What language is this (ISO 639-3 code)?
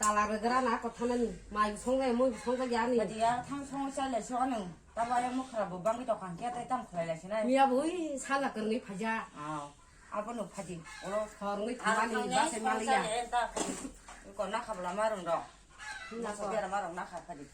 trp